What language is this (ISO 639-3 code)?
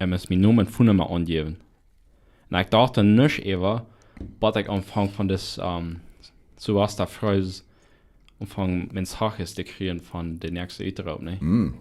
pdt